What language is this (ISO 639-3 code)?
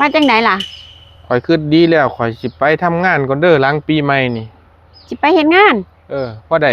lao